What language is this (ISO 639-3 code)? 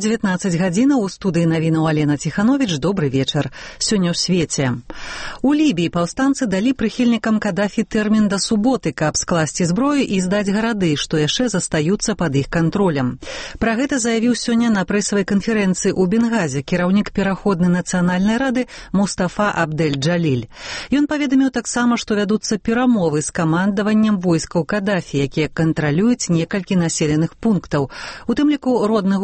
bel